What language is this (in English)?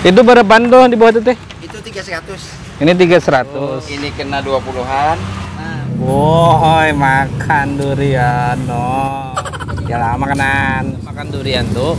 Banjar